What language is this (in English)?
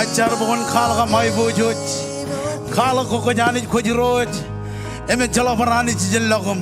Marshallese